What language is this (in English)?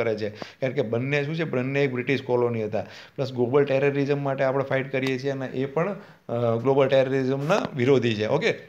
Gujarati